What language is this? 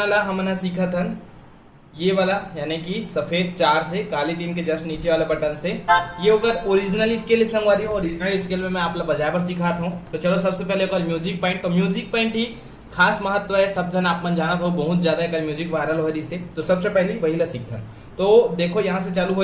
Chhattisgarhi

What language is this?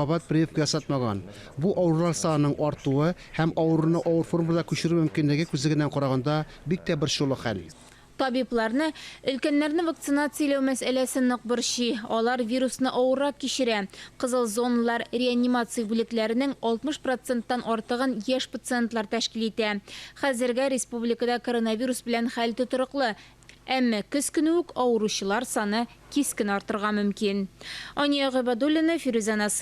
Tatar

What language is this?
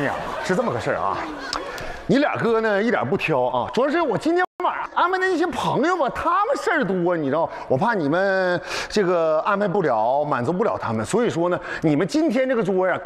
Chinese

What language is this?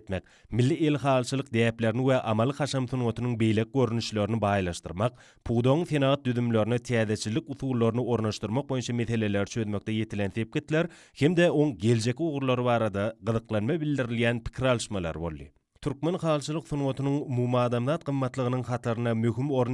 Turkmen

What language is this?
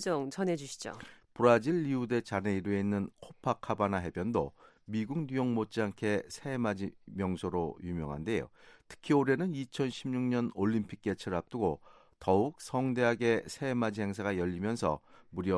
Korean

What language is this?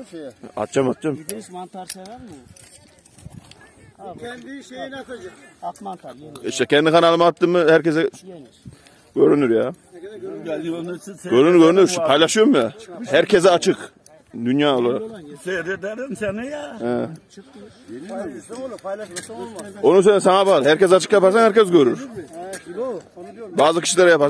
Turkish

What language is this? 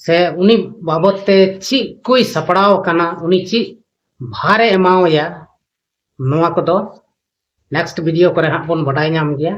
Santali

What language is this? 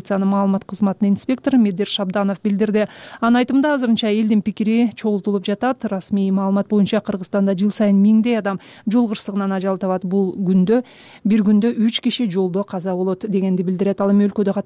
Kyrgyz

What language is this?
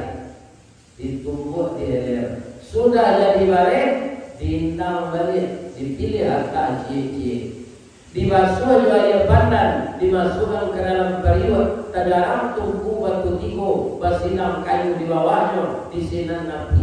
Minangkabau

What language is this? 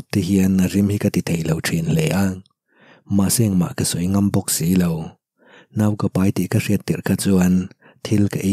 Mizo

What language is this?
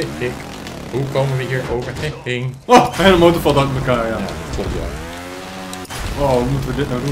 Dutch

